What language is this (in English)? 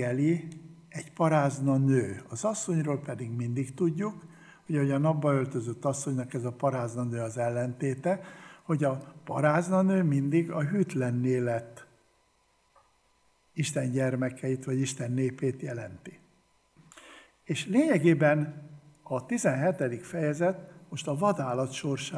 Hungarian